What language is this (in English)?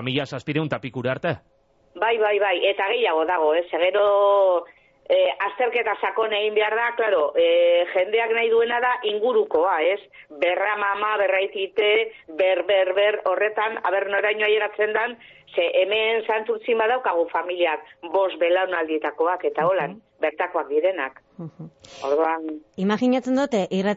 Basque